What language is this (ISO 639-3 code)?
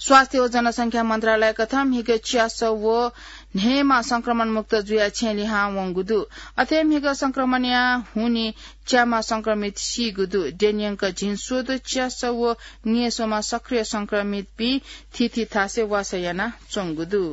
new